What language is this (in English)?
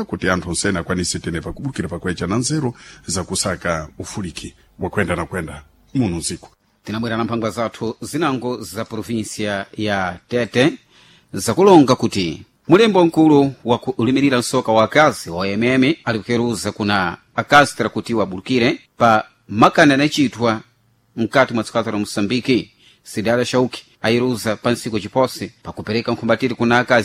Sena